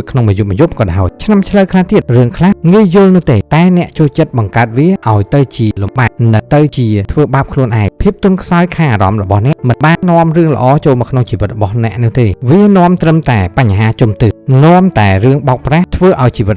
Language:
Khmer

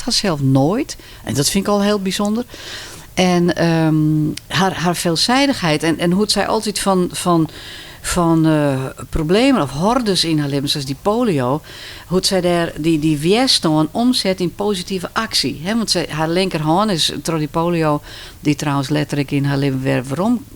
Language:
Western Frisian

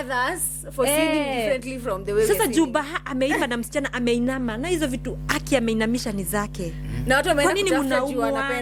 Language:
Kikuyu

